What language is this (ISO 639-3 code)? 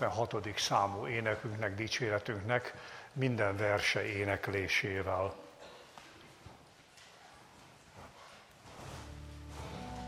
hun